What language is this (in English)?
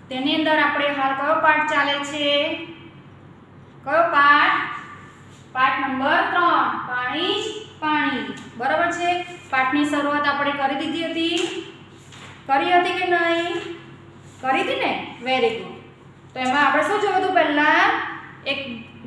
Gujarati